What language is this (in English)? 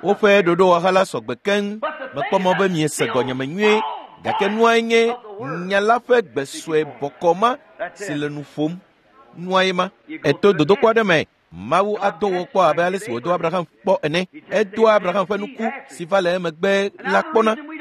Ewe